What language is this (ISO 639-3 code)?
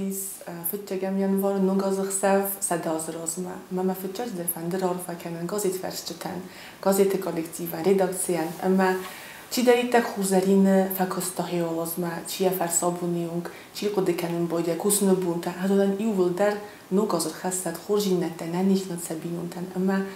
oss